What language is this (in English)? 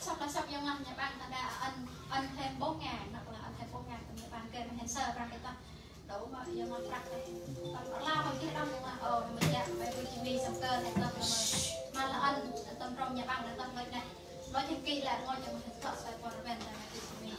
Central Mnong